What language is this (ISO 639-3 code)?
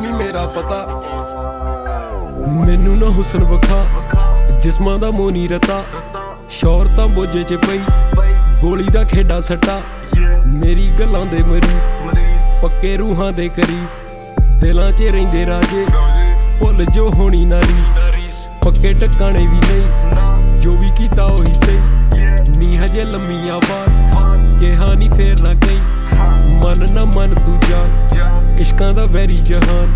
pan